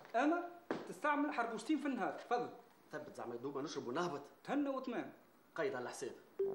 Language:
Tunisian Arabic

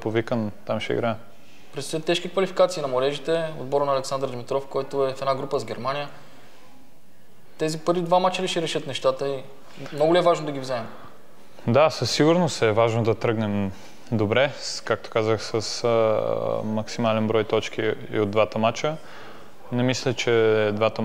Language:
Bulgarian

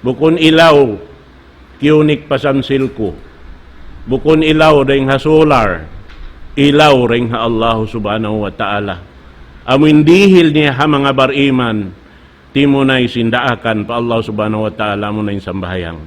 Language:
Tausug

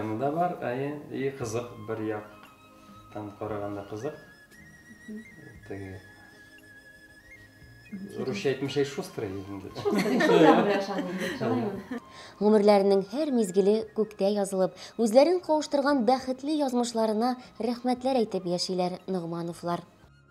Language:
Tatar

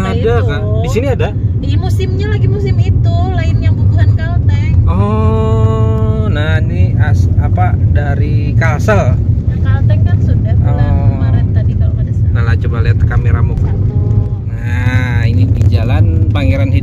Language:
Banjar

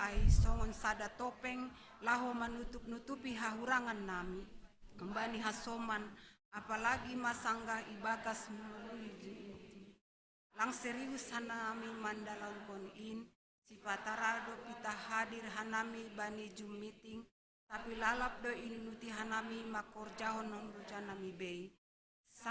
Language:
Batak Simalungun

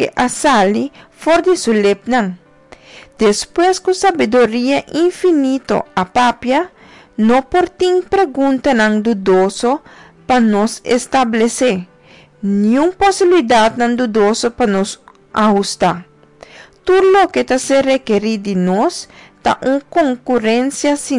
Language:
Papiamento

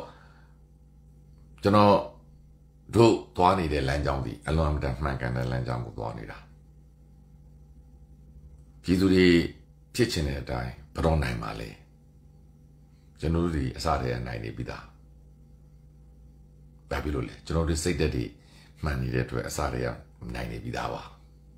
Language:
Burmese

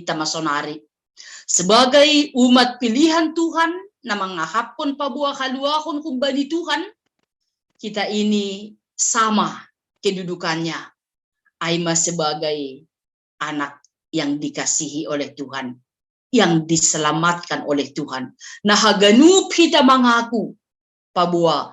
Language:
Batak Simalungun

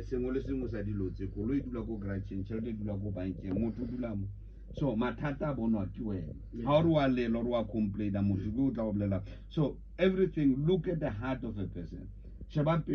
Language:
Tswana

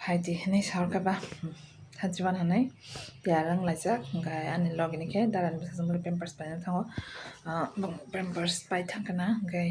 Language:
Kok Borok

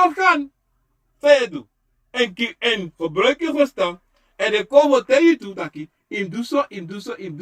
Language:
Sranan Tongo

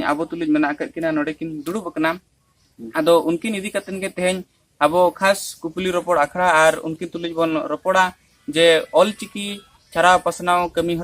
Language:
Santali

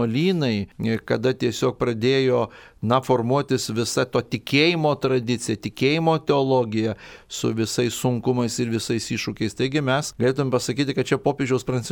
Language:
Lithuanian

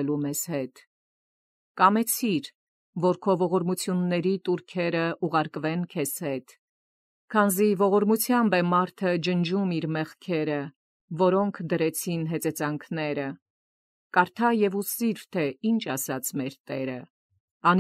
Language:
Armenian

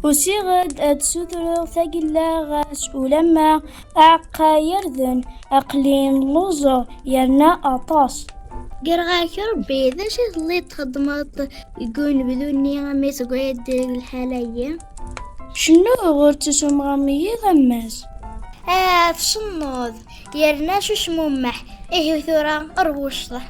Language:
Kabyle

